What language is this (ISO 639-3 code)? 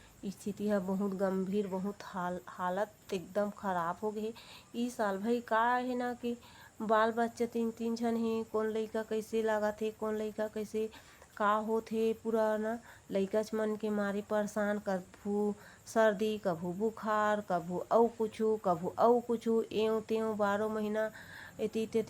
hne